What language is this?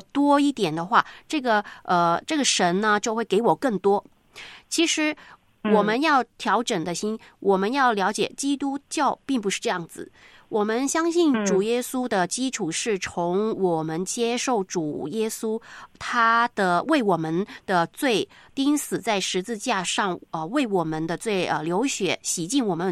Chinese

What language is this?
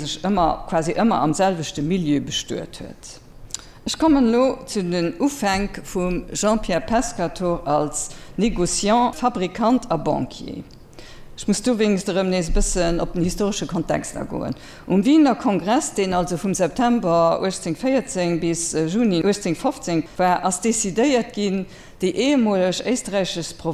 Luxembourgish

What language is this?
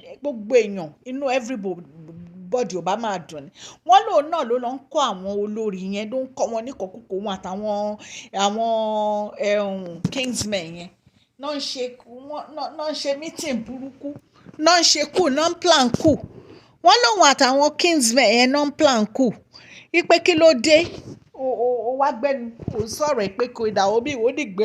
Yoruba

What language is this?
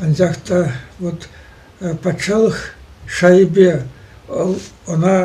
Chuvash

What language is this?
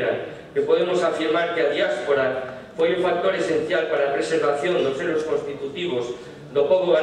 Galician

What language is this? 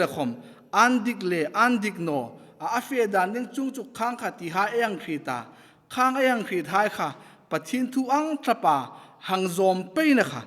Hmar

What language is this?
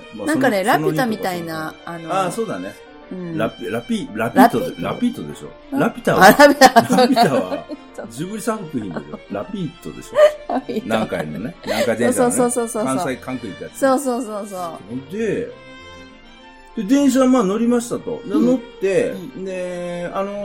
Japanese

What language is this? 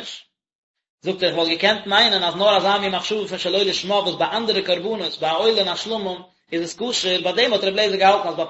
Yiddish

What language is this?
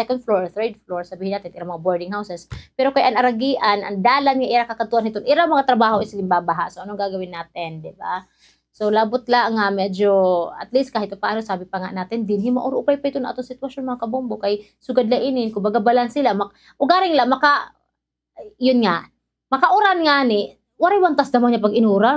Waray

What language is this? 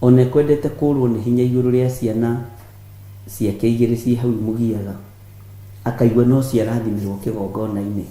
Kikuyu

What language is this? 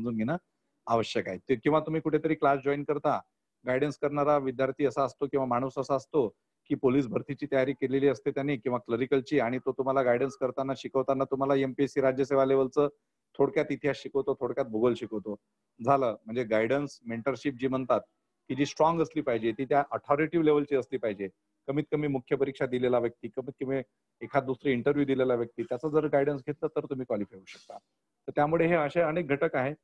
Marathi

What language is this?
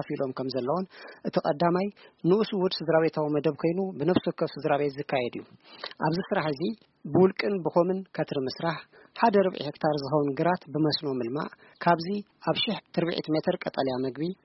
Tigrinya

